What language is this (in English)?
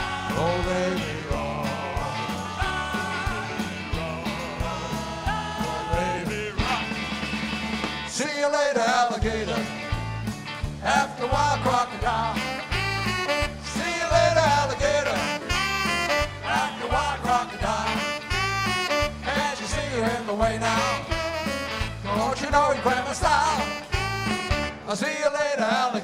English